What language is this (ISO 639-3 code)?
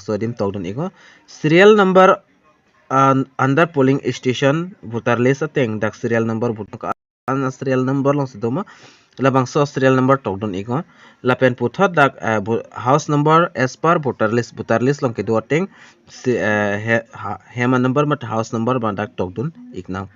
mjw